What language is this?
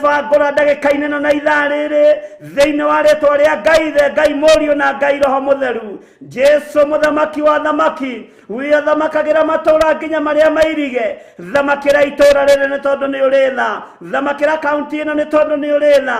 Kikuyu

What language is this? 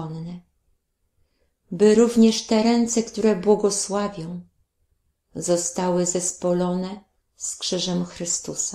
Polish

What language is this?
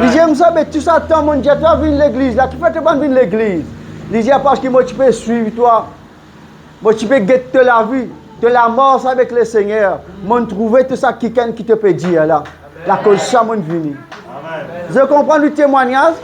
Morisyen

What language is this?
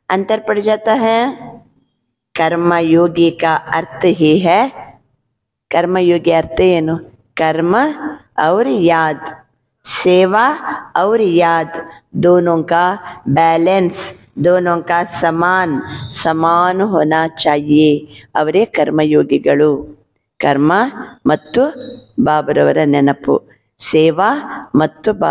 Kannada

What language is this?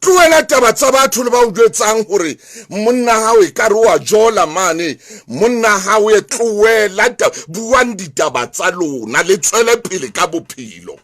Southern Sotho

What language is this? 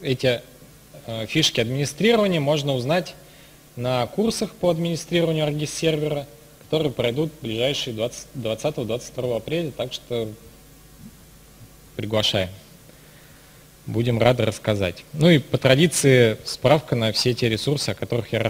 Russian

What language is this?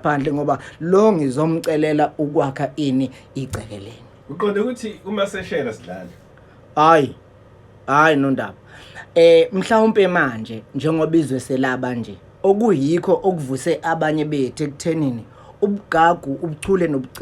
Zulu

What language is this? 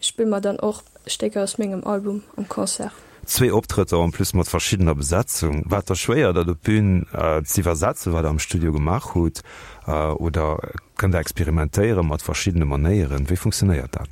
Luxembourgish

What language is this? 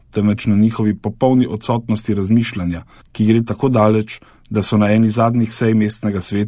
Slovenian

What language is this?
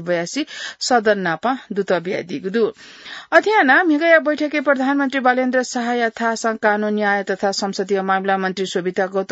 Newari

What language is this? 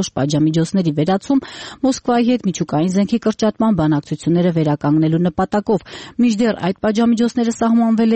Armenian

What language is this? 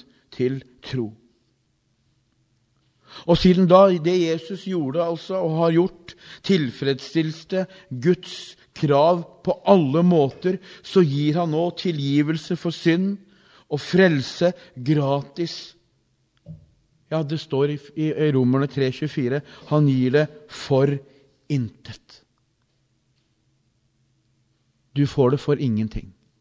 Norwegian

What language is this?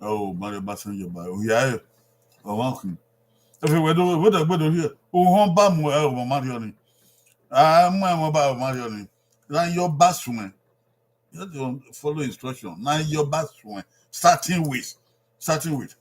Bini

